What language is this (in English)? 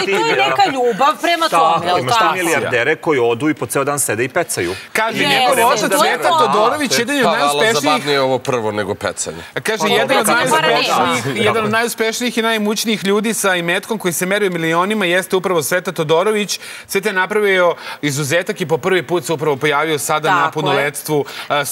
Serbian